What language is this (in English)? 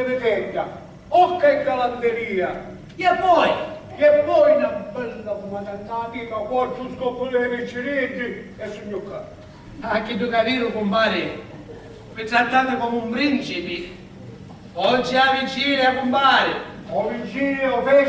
Sicilian